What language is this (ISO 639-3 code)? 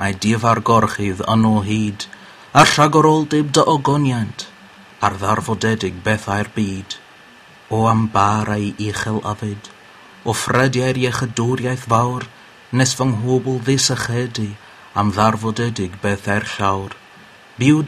cym